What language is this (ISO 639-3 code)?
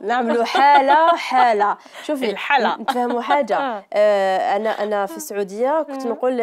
arq